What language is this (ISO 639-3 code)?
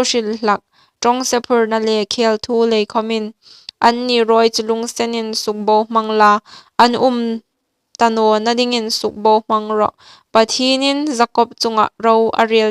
hmr